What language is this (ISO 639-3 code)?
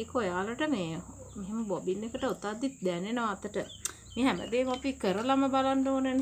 sin